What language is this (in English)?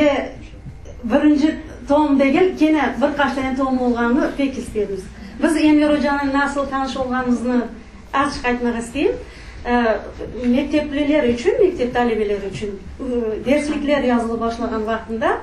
Crimean Tatar